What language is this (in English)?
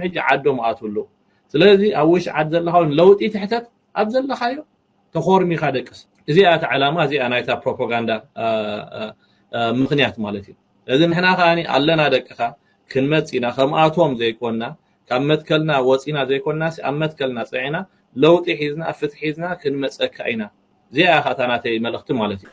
Tigrinya